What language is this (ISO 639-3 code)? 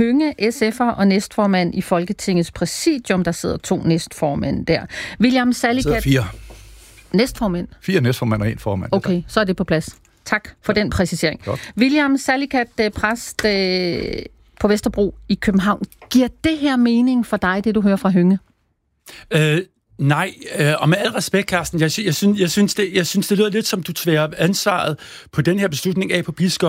dan